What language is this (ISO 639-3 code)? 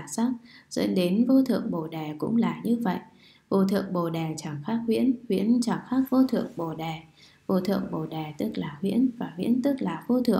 vie